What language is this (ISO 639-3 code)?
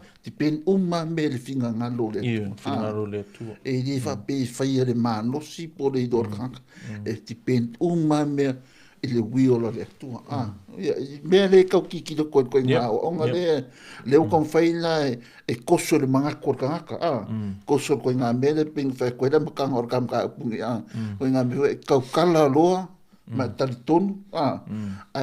smo